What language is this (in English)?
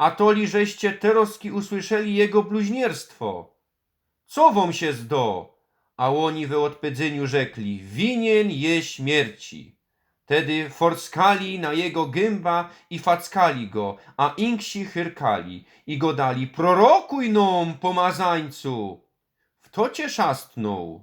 Silesian